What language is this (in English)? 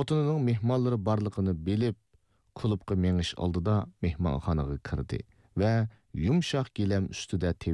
Uyghur